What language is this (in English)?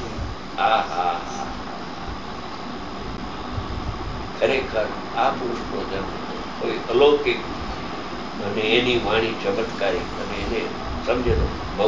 Gujarati